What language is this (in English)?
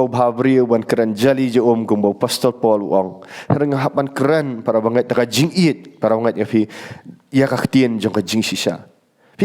Khasi